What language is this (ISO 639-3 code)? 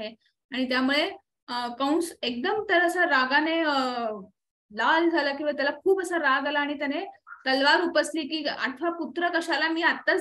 mar